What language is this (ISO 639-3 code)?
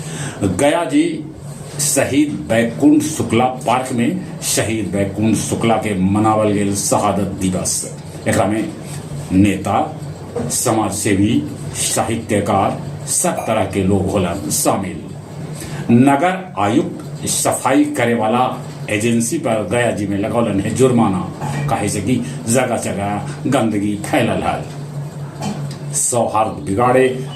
mag